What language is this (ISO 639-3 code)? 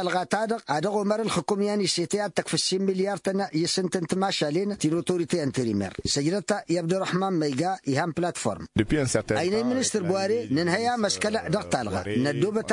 taq